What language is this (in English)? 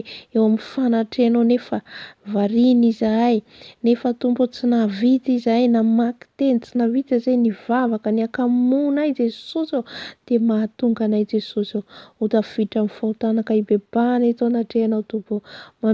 Malagasy